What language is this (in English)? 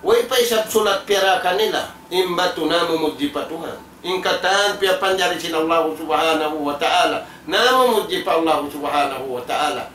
Tausug